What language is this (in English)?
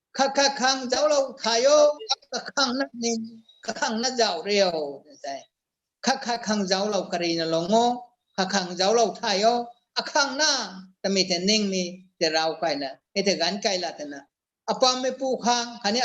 Rongmei Naga